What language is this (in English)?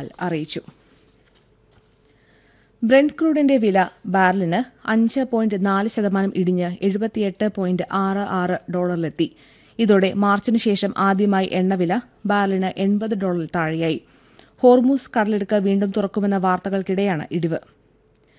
Malayalam